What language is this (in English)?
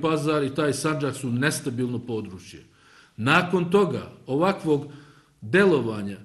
Bosnian